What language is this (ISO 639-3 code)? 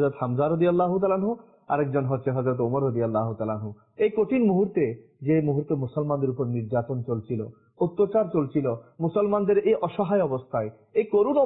ben